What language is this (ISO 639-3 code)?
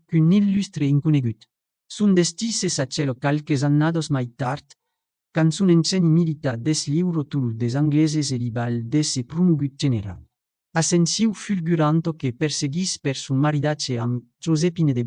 oci